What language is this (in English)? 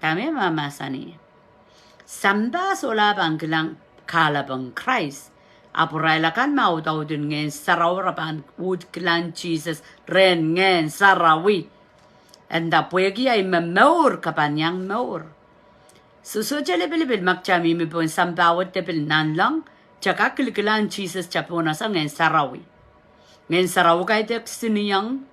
Pohnpeian